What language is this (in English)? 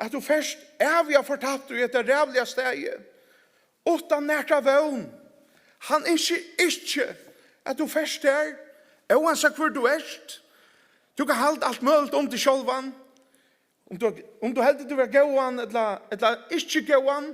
Faroese